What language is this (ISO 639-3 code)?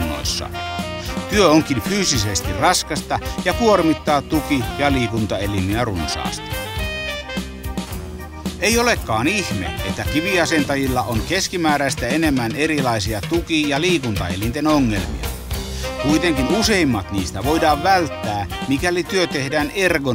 fin